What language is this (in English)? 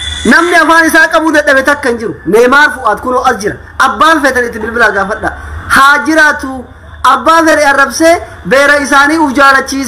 Oromo